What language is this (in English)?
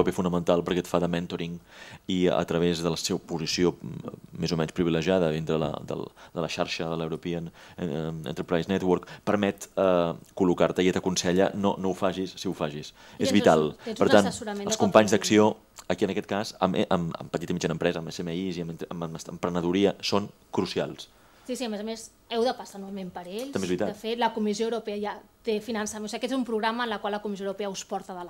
Catalan